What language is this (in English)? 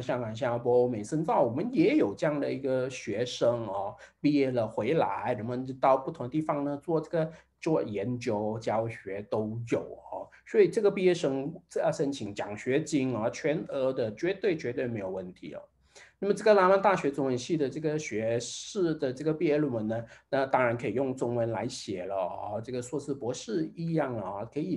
Chinese